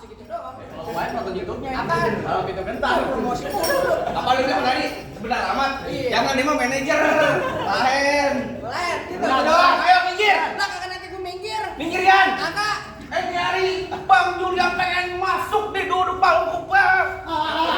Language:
Betawi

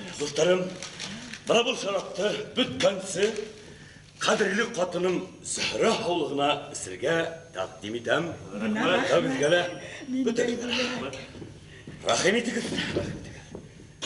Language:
Bashkir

